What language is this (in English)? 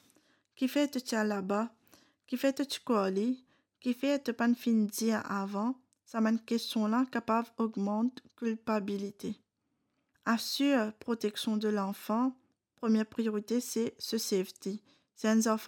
Morisyen